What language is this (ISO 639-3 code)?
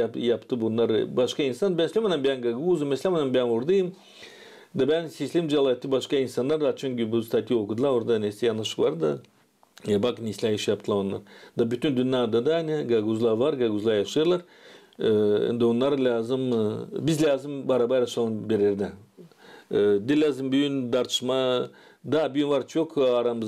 gag